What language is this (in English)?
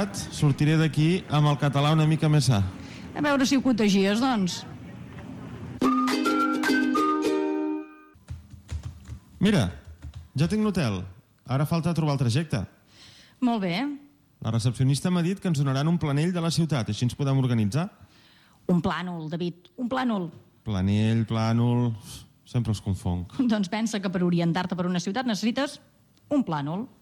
Catalan